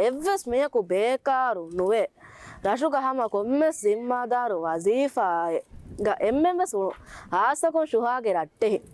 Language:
Divehi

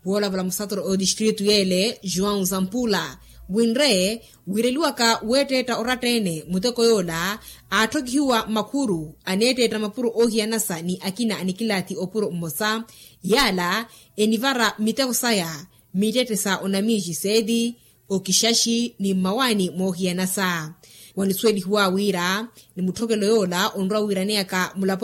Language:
Makhuwa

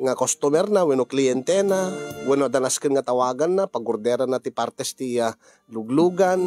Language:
Iloko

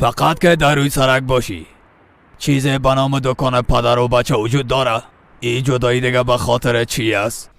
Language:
Persian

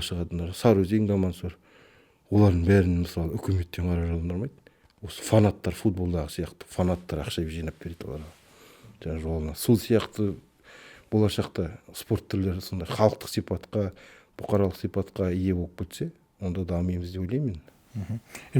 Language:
Kazakh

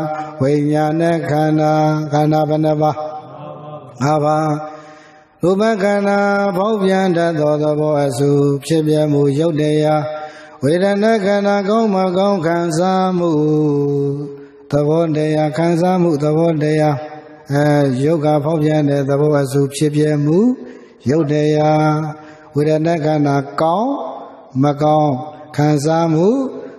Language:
Burmese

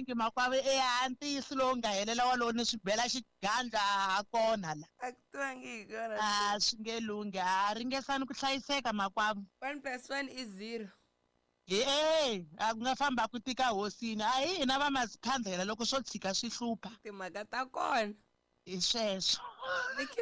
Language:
Tsonga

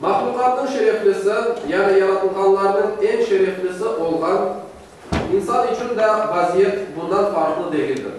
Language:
Crimean Tatar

